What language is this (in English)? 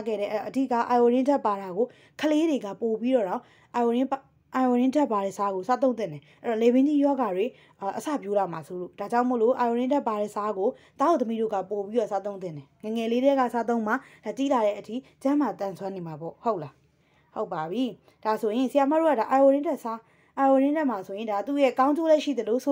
Burmese